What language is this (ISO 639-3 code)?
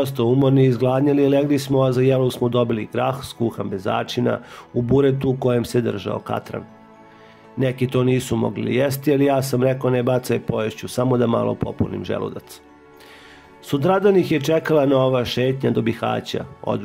srp